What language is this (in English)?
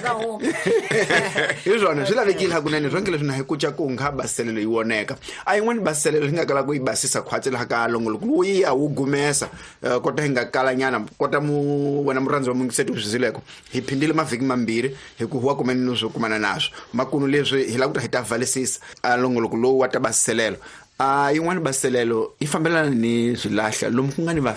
Tsonga